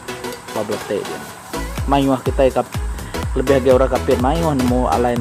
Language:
Iban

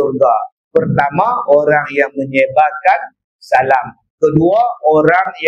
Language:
Malay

